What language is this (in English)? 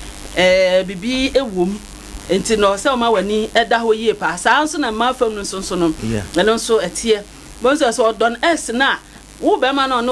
Akan